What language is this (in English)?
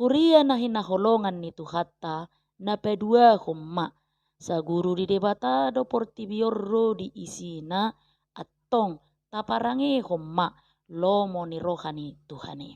Batak Toba